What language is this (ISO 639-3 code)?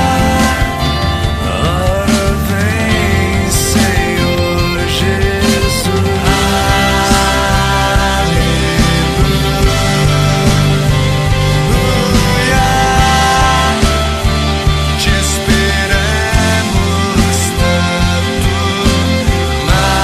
por